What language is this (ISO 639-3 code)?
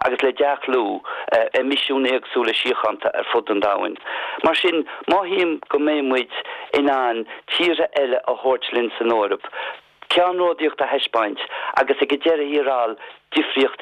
gle